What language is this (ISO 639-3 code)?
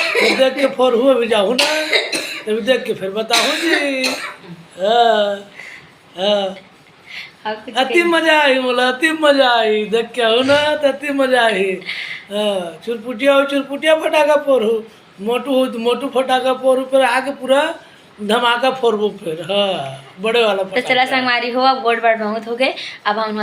hne